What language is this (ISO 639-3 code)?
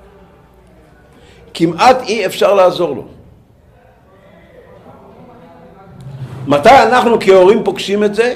heb